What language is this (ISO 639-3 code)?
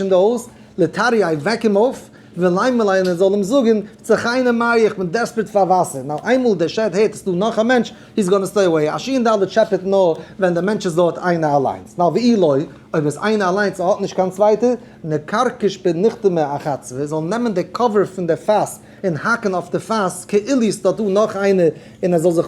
yid